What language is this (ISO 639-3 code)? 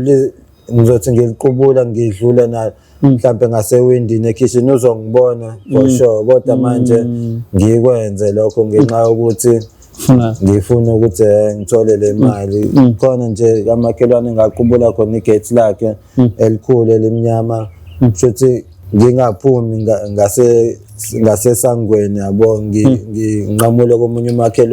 zul